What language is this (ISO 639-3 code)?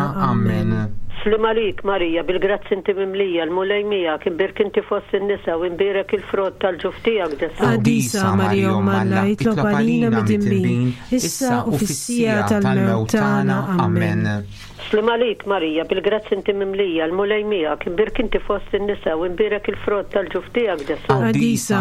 mlt